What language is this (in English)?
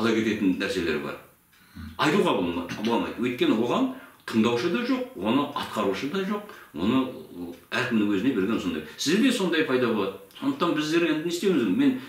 Kazakh